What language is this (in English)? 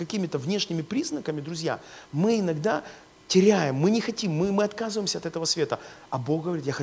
Russian